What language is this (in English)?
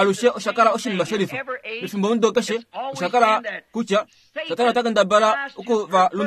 Kuanyama